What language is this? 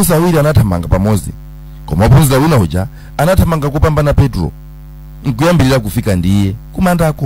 Nyanja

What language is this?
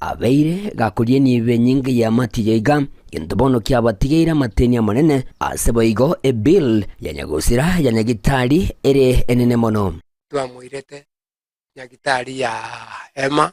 Gusii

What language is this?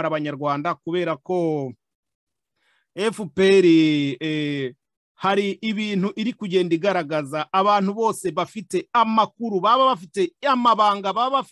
Kinyarwanda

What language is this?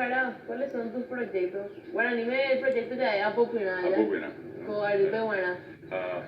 Guarani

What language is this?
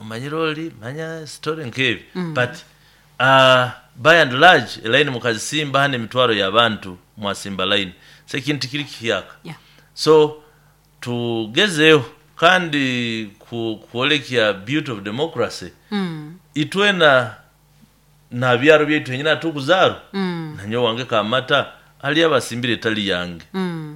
Nyoro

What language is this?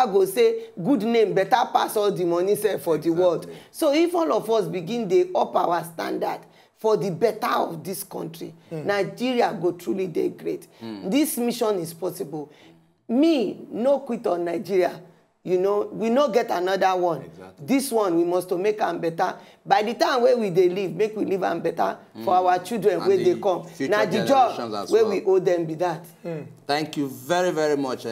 Nigerian Pidgin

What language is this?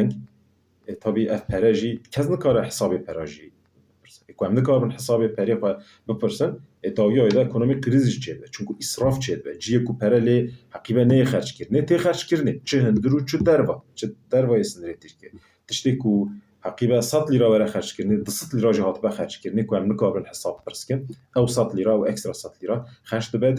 Kurdish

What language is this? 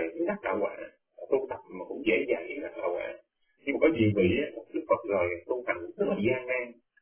Vietnamese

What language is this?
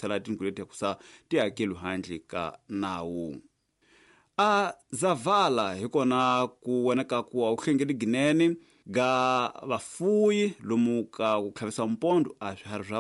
Tsonga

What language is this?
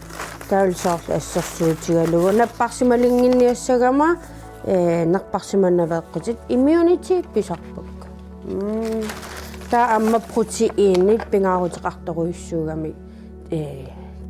Kalaallisut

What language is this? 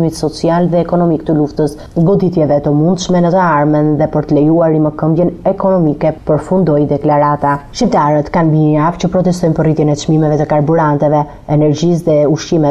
Albanian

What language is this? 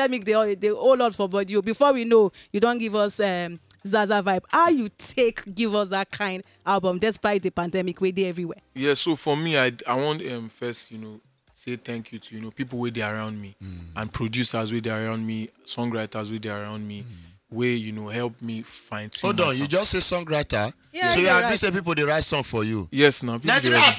Nigerian Pidgin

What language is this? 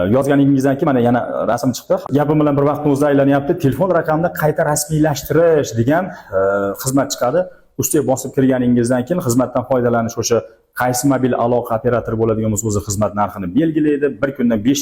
Uzbek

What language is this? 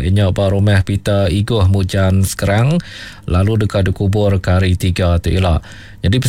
Iban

